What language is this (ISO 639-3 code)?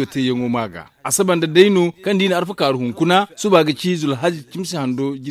dje